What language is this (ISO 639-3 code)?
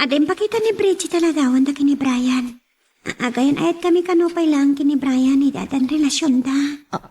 ilo